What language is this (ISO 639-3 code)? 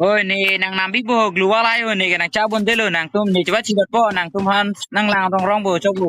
mjw